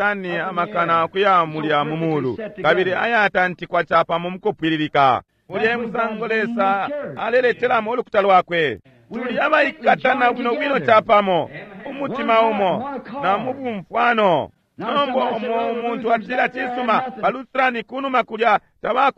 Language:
Bemba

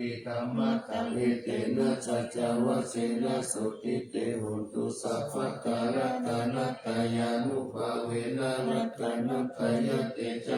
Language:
Pali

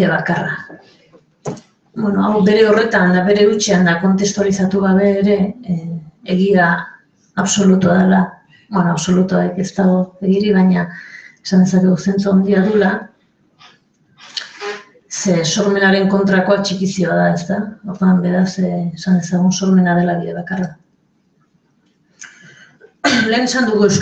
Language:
Basque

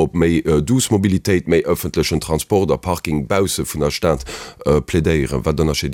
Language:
Luxembourgish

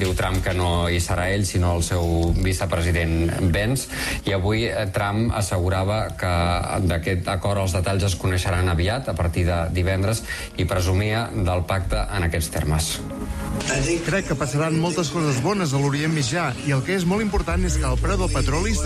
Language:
Catalan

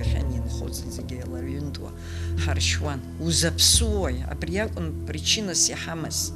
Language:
Abkhazian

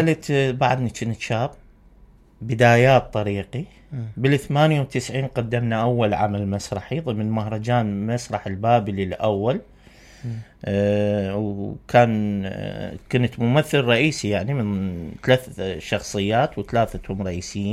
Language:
Mesopotamian Arabic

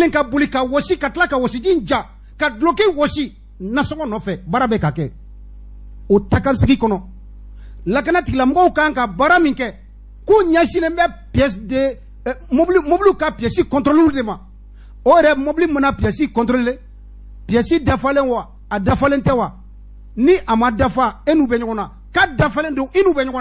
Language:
Bambara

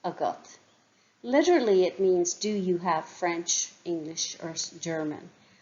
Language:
Irish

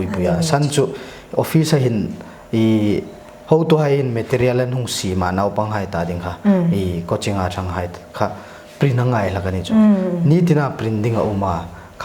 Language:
Hmar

